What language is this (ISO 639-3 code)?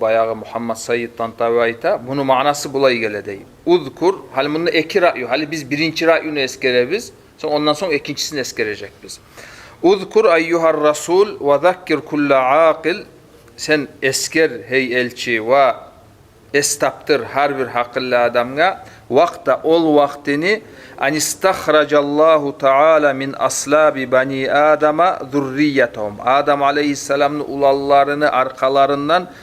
kum